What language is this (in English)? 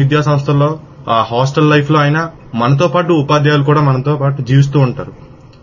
Telugu